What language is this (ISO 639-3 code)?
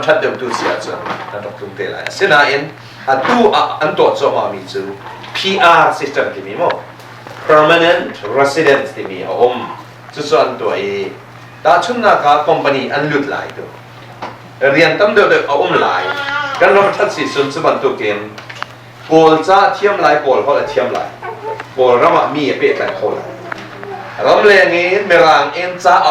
cnh